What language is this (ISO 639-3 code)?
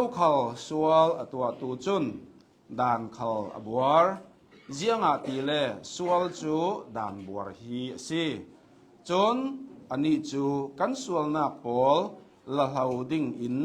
cnh